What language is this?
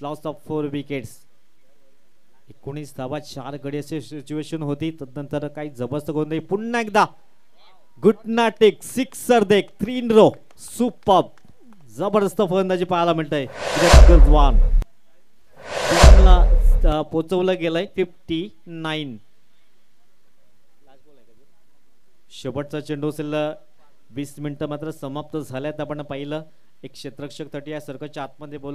Marathi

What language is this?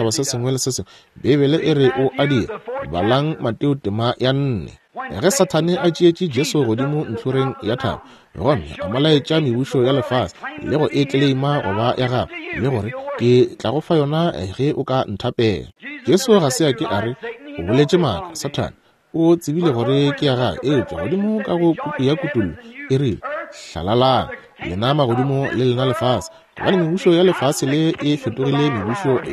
Northern Sotho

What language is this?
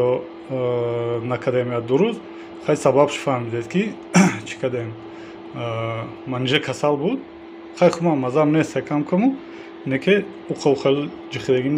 Tajik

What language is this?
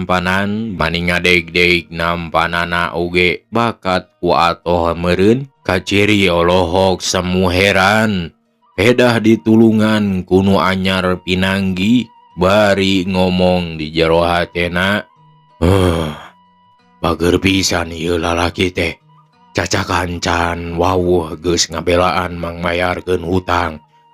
Sundanese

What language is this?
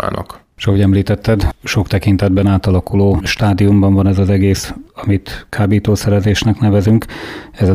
Hungarian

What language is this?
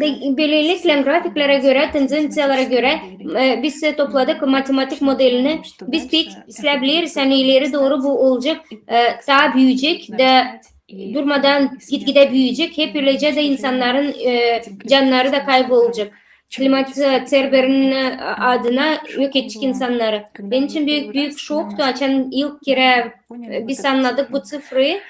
Gagauz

